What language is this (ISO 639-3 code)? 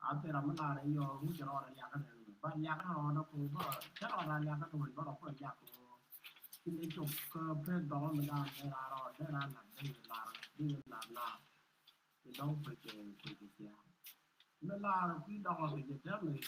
nus